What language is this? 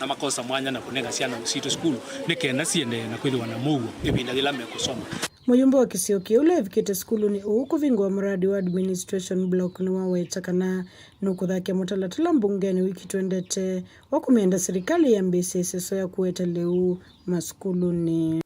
Kamba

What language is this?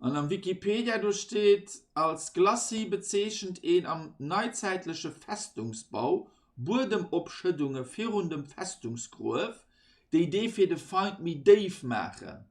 Luxembourgish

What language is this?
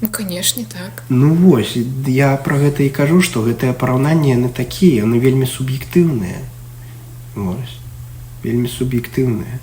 Belarusian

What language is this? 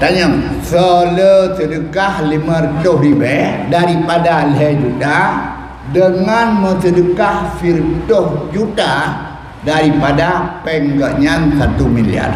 Achinese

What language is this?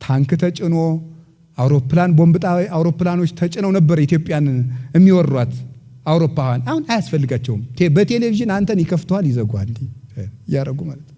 Amharic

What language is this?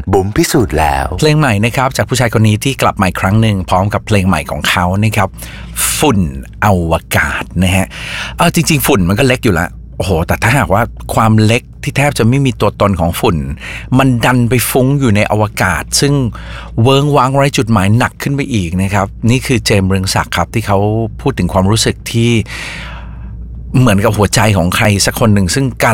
Thai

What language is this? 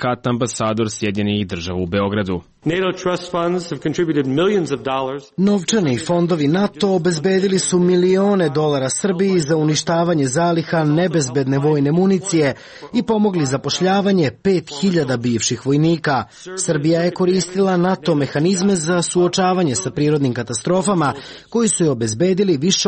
Serbian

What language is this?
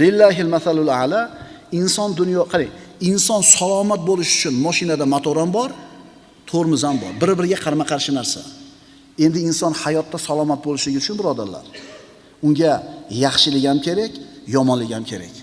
Uzbek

